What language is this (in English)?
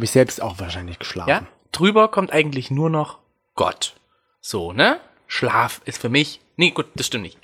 German